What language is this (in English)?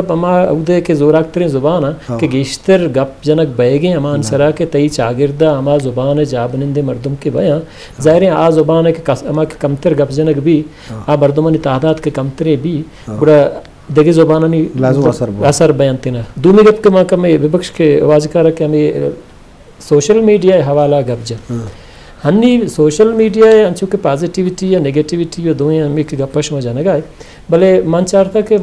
Eastern Balochi